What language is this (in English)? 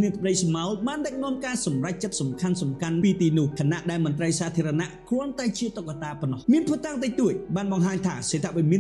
Khmer